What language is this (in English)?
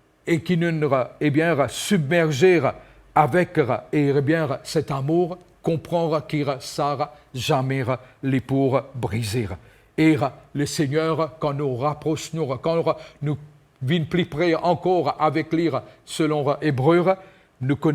Morisyen